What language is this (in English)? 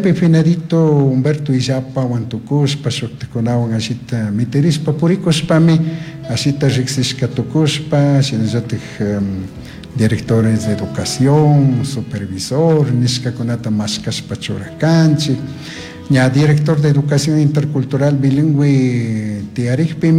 Chimborazo Highland Quichua